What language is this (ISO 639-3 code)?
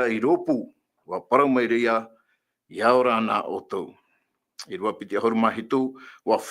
tah